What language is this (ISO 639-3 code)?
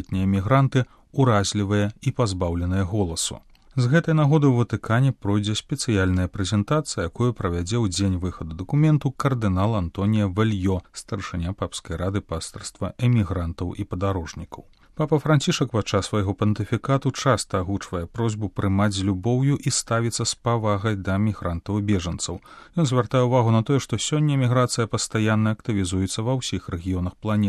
bel